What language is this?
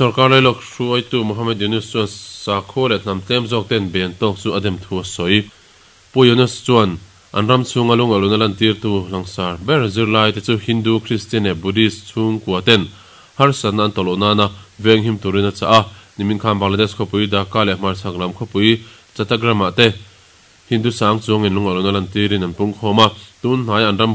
Mizo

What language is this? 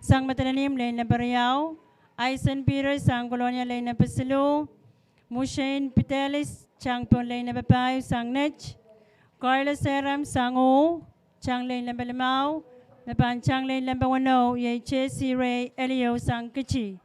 Pohnpeian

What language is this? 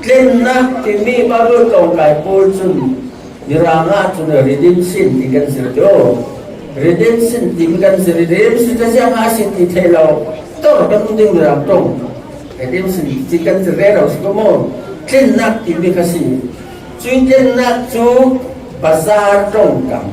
Falam Chin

